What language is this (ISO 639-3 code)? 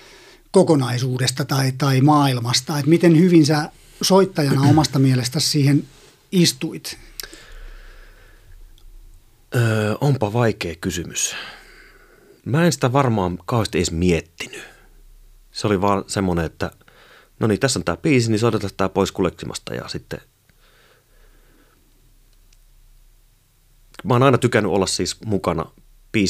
fin